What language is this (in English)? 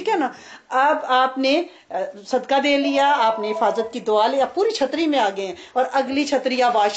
Urdu